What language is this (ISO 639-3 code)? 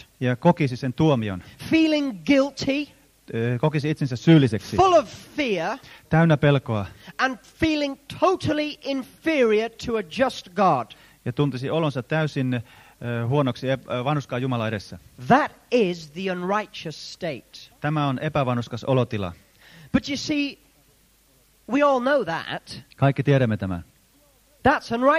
fin